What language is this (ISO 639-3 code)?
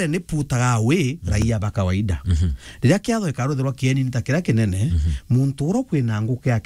mer